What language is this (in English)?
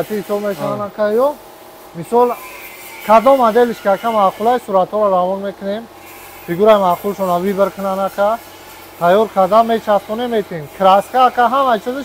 Tajik